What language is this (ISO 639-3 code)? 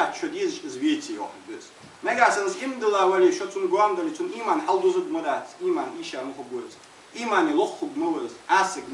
inh